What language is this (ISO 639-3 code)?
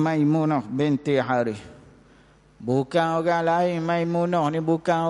msa